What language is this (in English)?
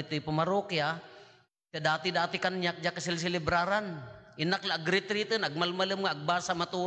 Iloko